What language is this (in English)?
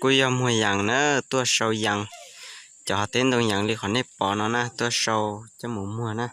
Hmong